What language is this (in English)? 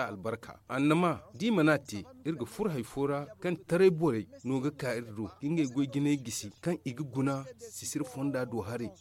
Zarma